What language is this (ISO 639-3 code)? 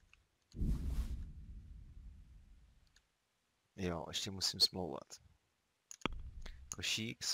ces